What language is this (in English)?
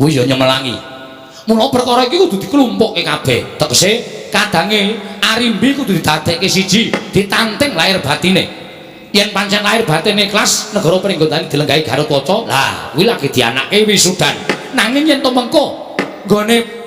Javanese